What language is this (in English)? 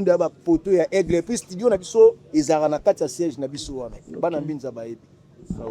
Lingala